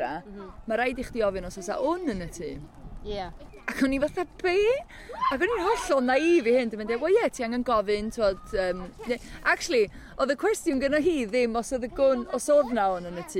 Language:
Welsh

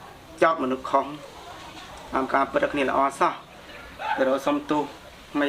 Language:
Khmer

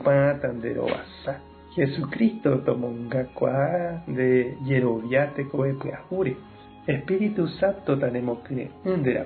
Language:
Guarani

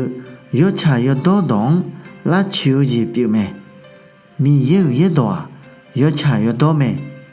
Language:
Akha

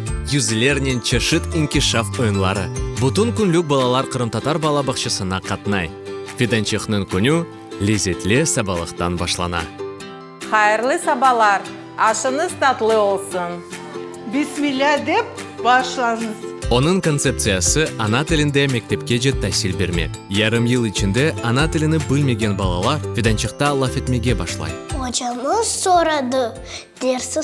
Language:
Crimean Tatar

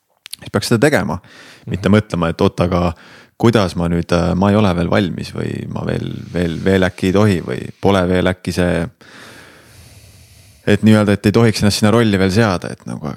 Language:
Estonian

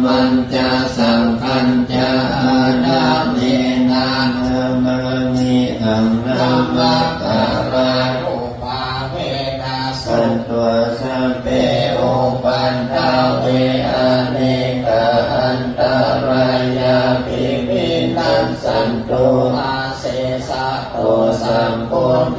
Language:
Pali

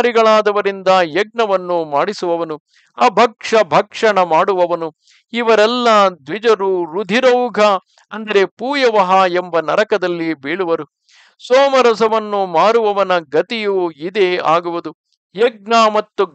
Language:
Kannada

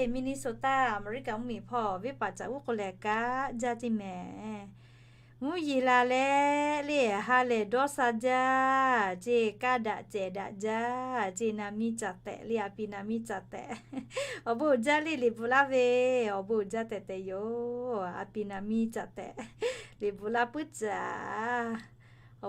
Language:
Lahu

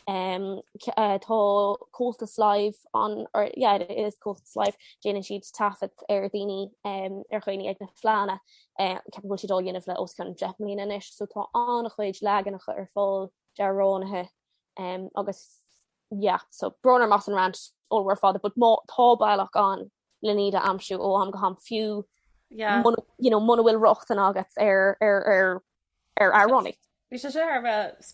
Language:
Irish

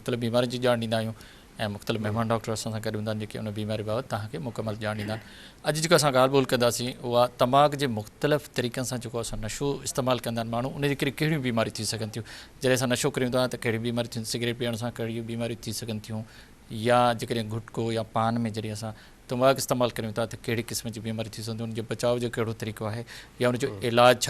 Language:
Sindhi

